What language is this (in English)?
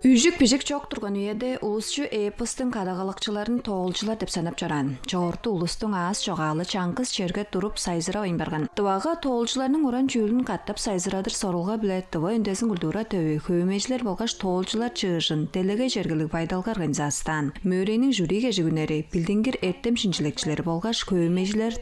Tuvinian